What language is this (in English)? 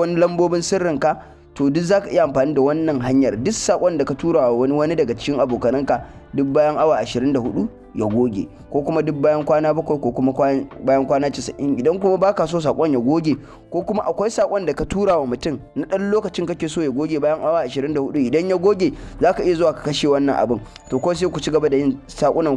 Hausa